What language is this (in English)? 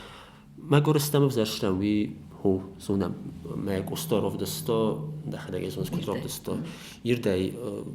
Ossetic